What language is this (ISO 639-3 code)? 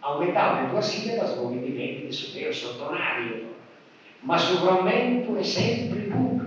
srd